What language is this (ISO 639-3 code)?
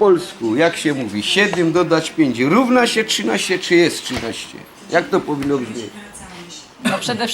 szl